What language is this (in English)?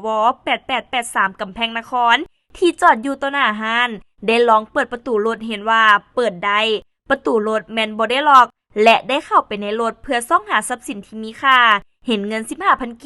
Lao